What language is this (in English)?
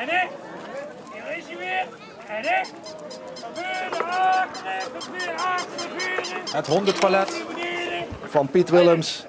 Limburgish